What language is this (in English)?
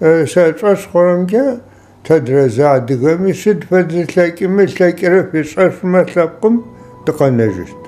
Adyghe